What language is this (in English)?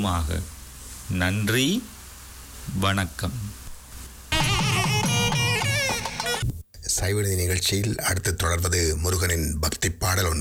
Tamil